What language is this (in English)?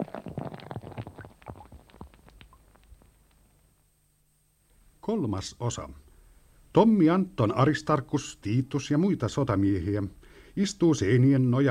Finnish